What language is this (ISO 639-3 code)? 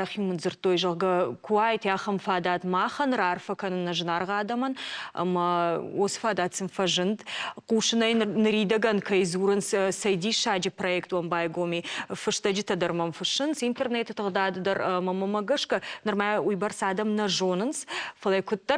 oss